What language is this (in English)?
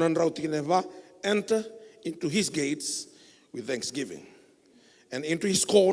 Fijian